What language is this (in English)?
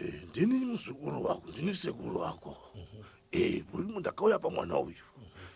Shona